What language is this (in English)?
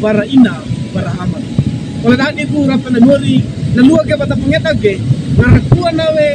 Wejewa